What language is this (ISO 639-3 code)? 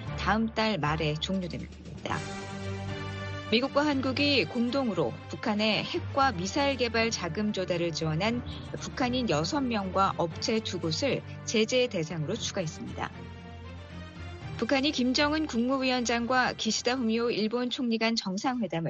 kor